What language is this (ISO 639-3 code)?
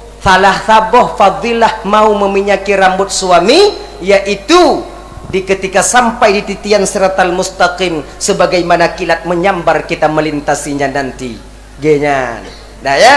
ace